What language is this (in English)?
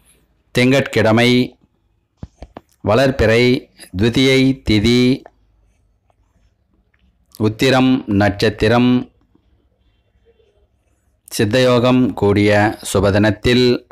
Tamil